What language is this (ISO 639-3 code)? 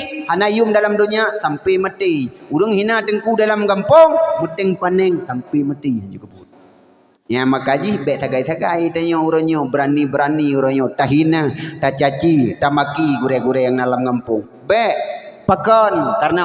ace